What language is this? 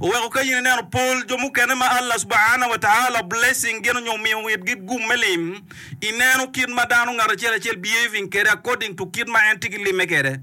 Acoli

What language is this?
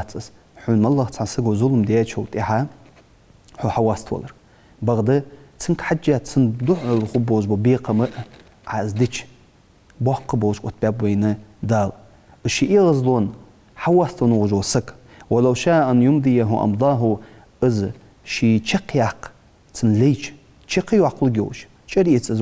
Ingush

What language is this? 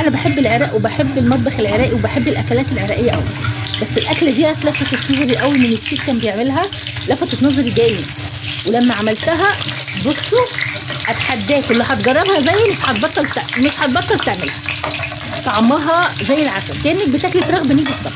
Egyptian Arabic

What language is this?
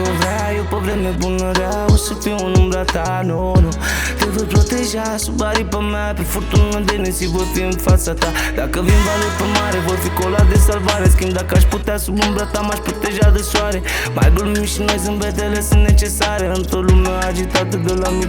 Romanian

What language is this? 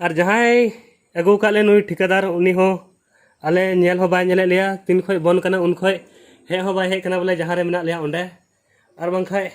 Santali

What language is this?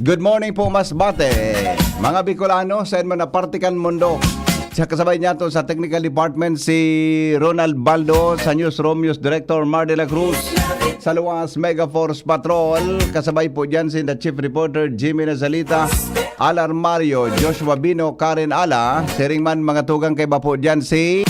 Bikol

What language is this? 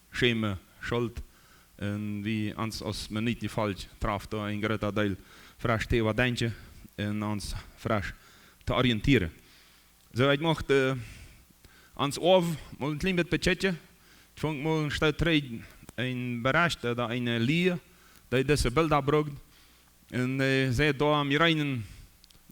Plautdietsch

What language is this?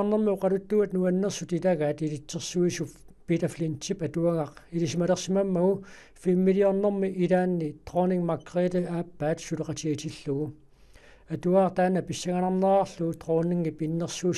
Kalaallisut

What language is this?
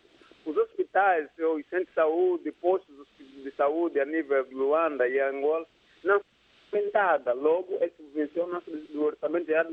Portuguese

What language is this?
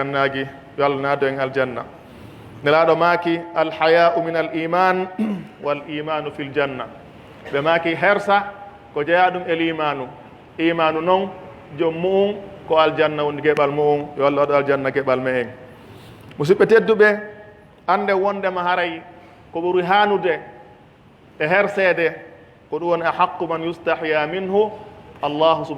Pular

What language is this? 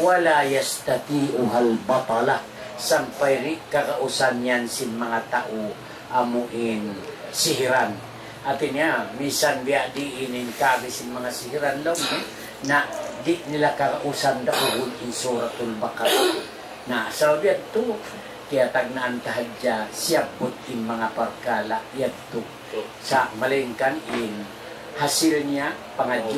Tausug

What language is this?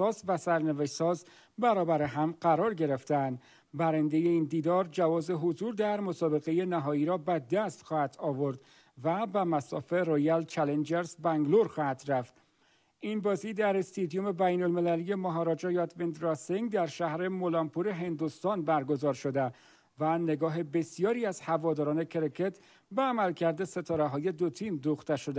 Persian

